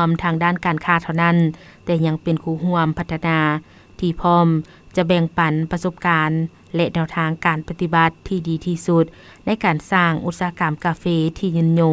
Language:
Lao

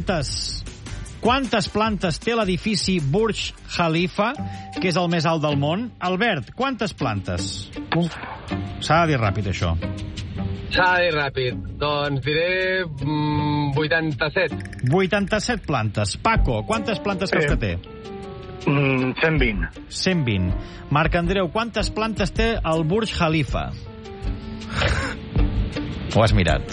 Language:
Catalan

